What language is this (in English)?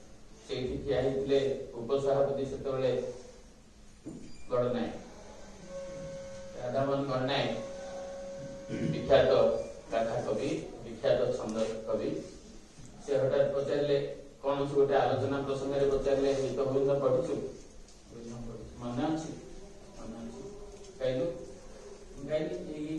Odia